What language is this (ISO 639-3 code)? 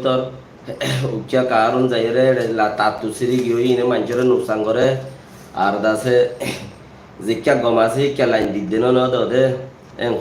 rhg